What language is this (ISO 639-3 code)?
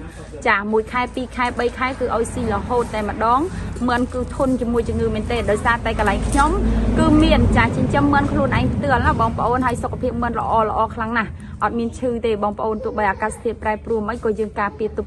khm